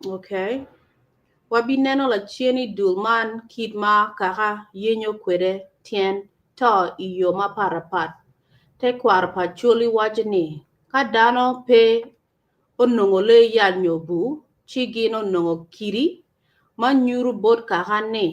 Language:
Acoli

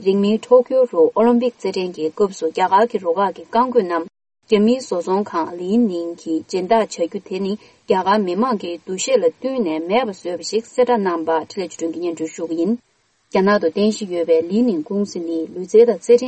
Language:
Tibetan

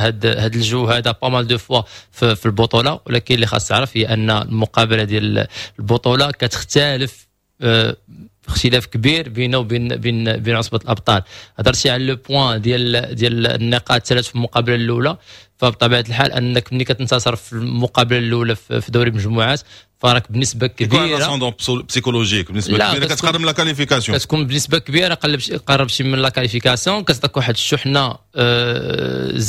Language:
Moroccan Arabic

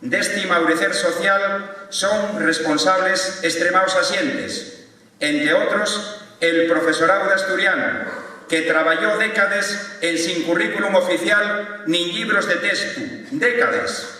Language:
Asturian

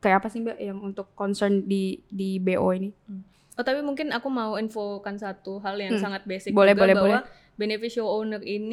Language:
Indonesian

